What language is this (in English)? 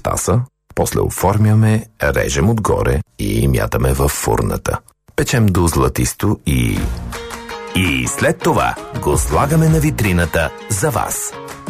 Bulgarian